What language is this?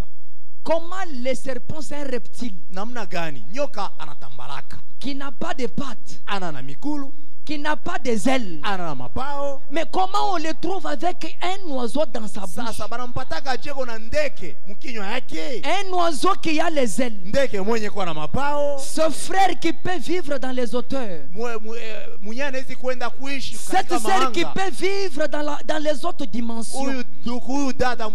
Swahili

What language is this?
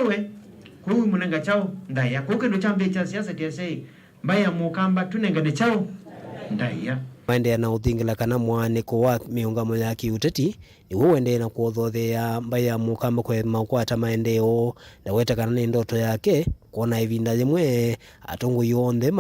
Kamba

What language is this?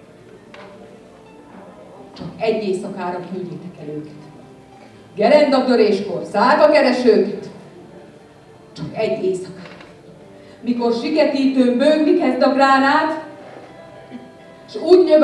Hungarian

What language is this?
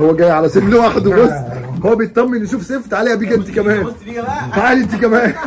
Egyptian Arabic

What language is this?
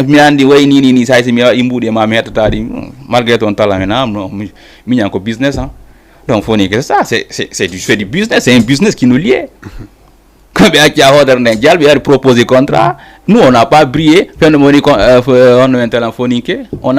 Fula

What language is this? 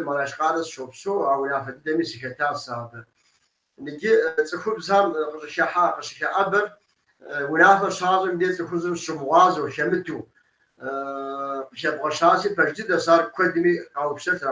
Kabardian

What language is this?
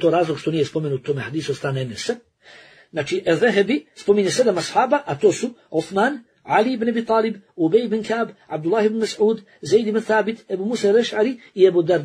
Bosnian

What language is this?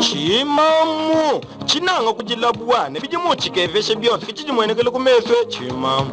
Luba-Lulua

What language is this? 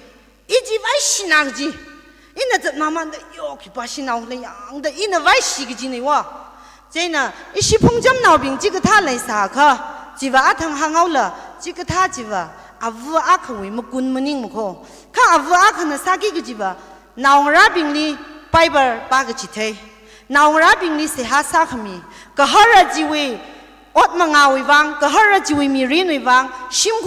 Tangkhul Naga (India)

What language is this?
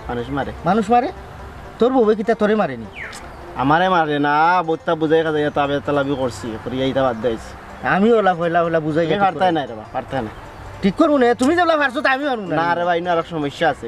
Sylheti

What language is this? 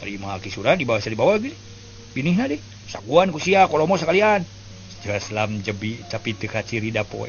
Sundanese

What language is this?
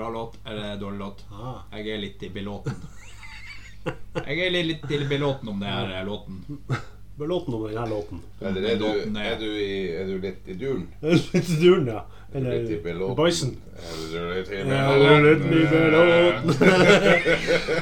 Norwegian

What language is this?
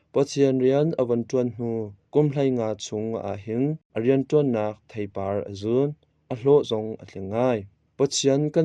Hakha Chin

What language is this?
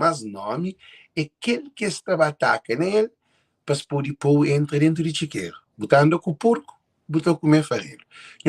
Kabuverdianu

